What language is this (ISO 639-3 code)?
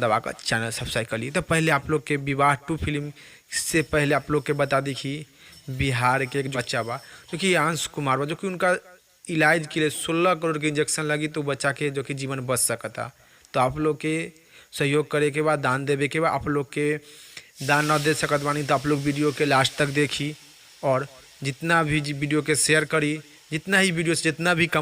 bho